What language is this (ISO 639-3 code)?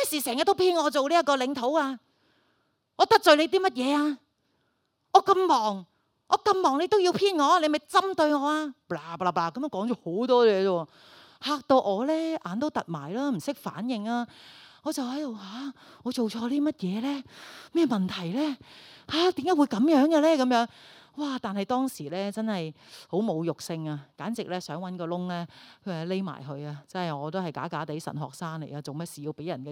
yue